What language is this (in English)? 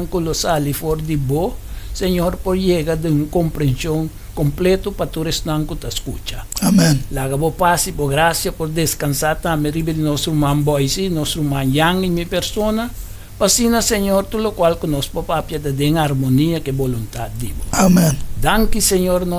Papiamento